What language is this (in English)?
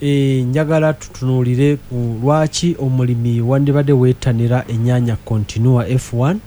Ganda